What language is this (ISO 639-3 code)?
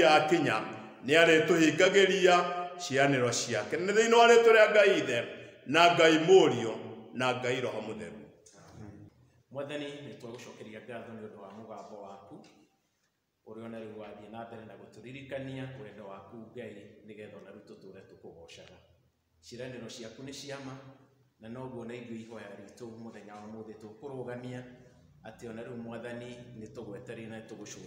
kik